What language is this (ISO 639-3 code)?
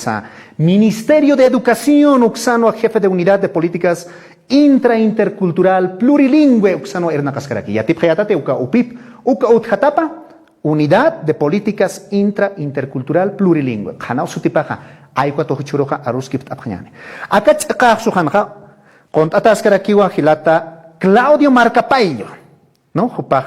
aym